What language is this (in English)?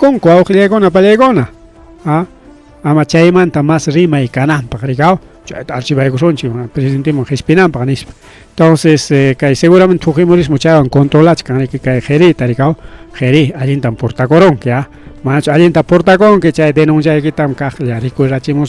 Ayacucho Quechua